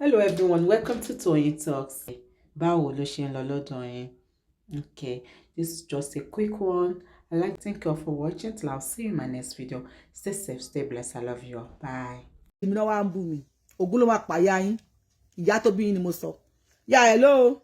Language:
Yoruba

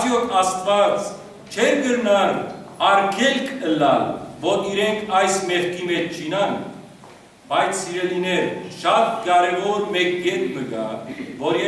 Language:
Western Armenian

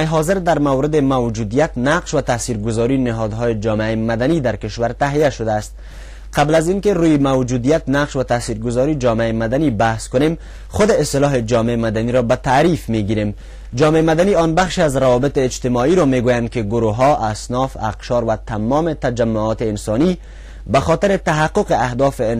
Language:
Persian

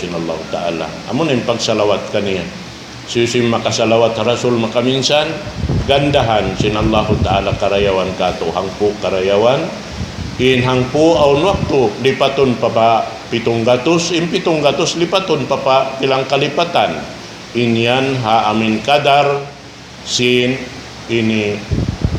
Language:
Tausug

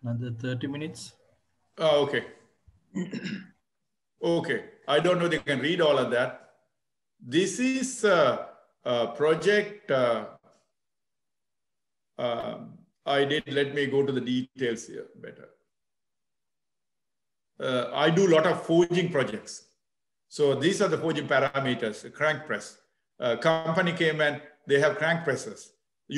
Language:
English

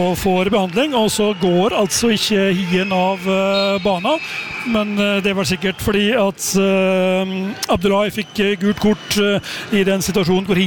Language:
Norwegian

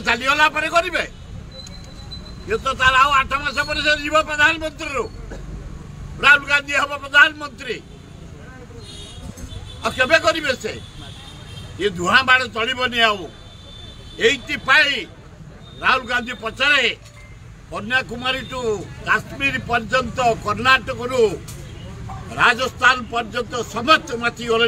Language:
Odia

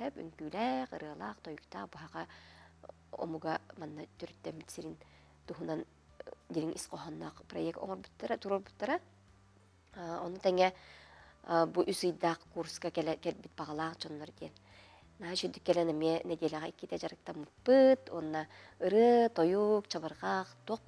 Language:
Yakut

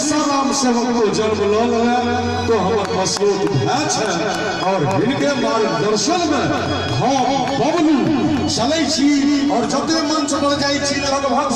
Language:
Maithili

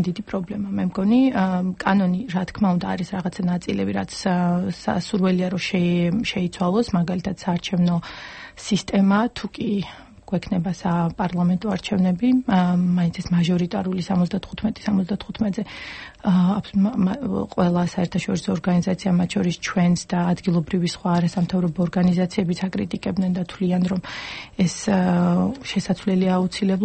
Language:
Georgian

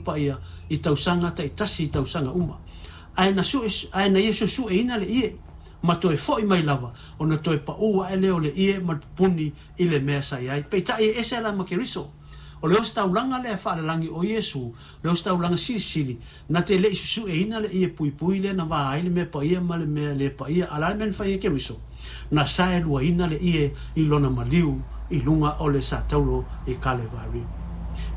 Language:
Samoan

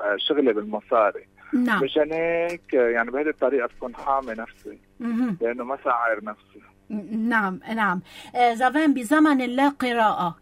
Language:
North Levantine Arabic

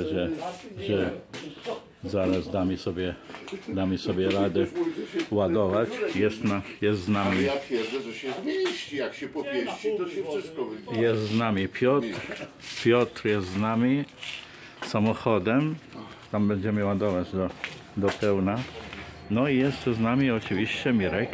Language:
Polish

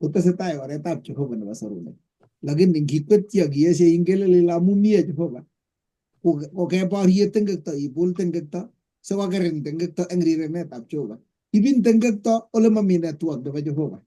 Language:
Kalenjin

